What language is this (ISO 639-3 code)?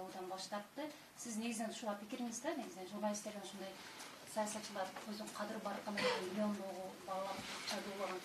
kir